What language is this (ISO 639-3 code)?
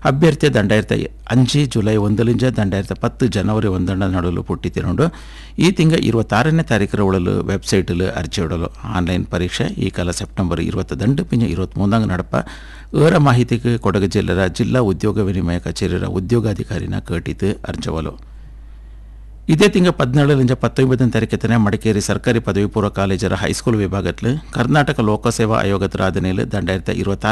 kan